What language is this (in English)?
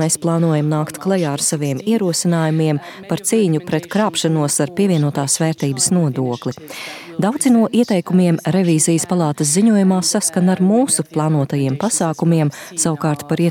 Latvian